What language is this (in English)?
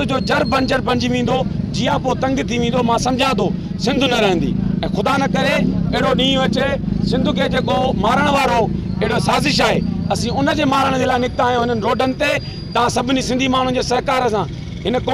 Sindhi